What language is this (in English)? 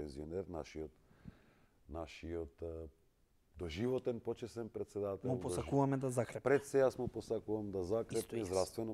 Macedonian